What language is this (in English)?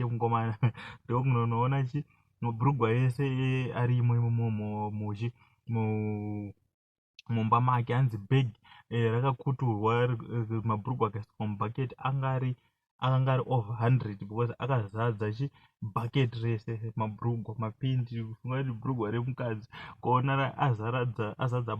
Shona